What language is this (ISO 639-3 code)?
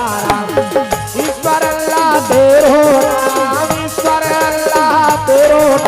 hne